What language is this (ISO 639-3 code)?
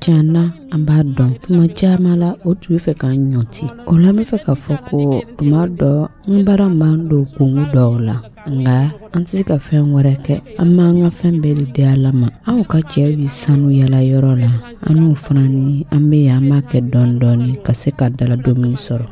dyu